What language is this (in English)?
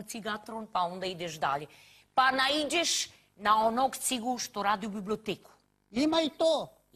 Serbian